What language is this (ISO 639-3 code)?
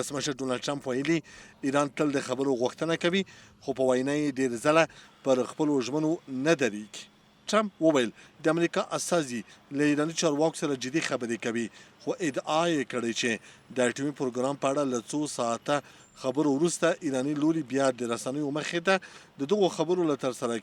pus